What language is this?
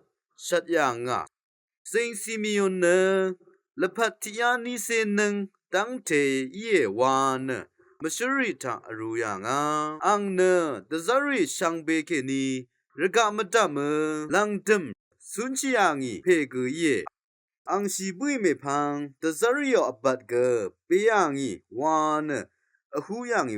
Rawang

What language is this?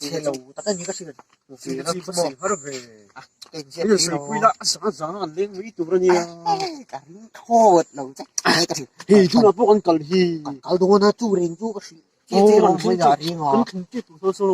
Mizo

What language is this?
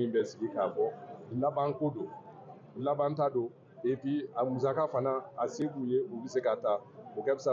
Bambara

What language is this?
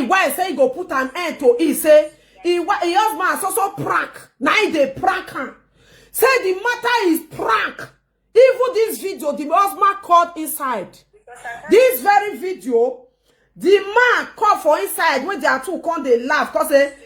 Nigerian Pidgin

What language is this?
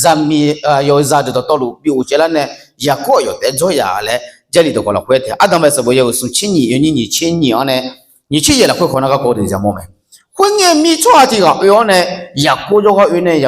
Akha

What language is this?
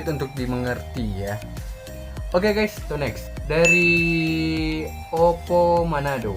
Manado Malay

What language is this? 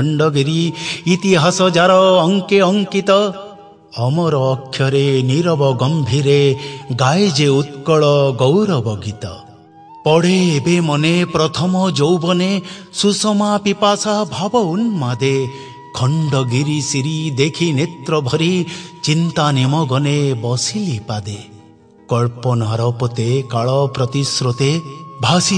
Odia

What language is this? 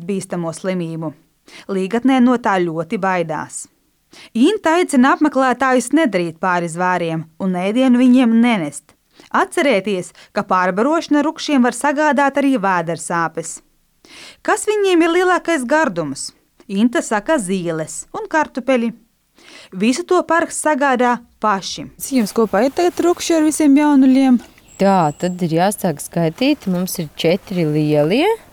Latvian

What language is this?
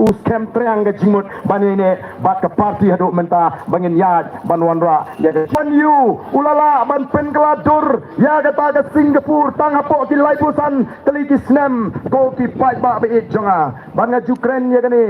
Khasi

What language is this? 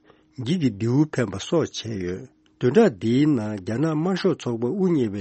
Tibetan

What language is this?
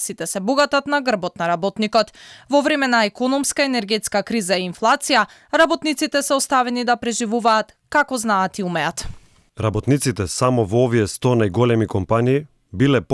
Macedonian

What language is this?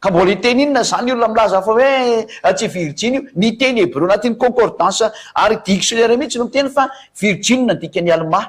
Malagasy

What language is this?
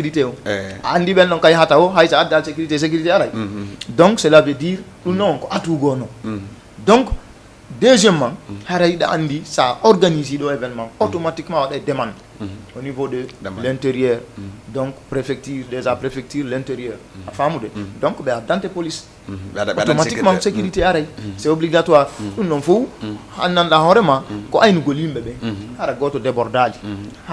Fula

